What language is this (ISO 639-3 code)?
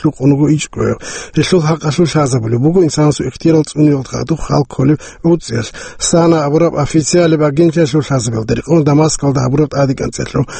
ava